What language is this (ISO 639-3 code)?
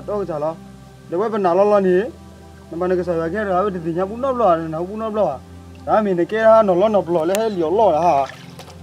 ksw